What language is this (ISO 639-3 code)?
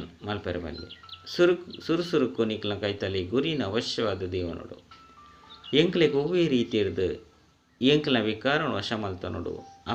tcy